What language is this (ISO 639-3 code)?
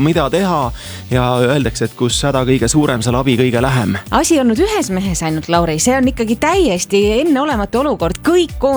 est